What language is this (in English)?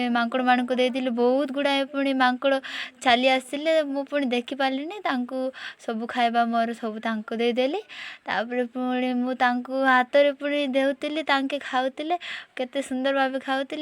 Odia